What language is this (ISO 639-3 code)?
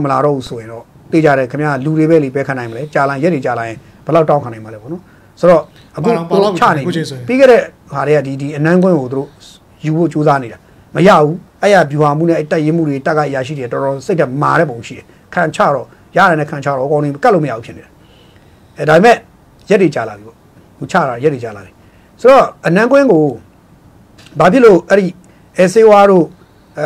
mya